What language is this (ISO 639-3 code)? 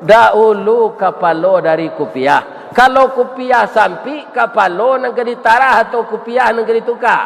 min